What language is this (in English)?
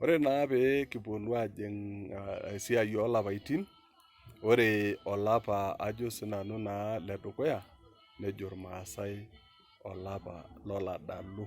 Masai